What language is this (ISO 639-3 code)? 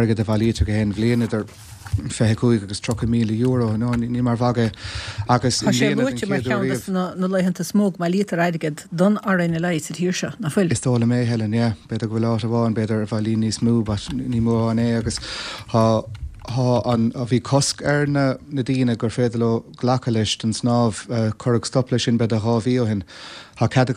gle